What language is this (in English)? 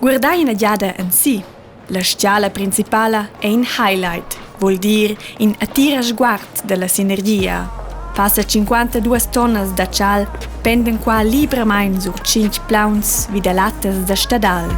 Romansh